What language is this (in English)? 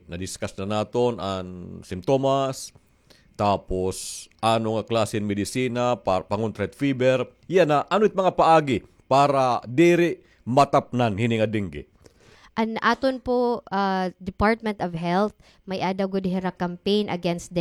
Waray